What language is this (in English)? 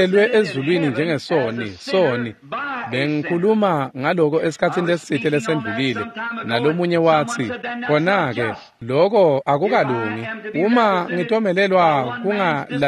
Swati